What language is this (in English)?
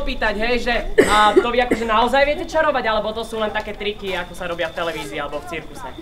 Slovak